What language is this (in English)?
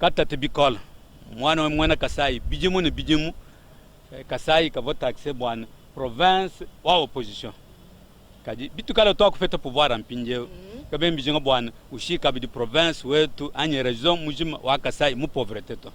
Luba-Lulua